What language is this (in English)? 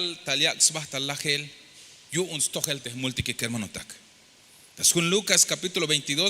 Tzeltal